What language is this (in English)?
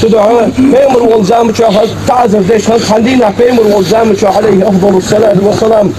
Ingush